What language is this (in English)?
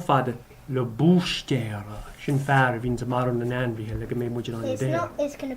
Irish